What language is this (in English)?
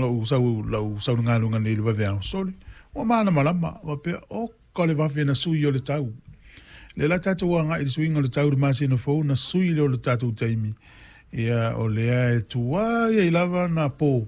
Samoan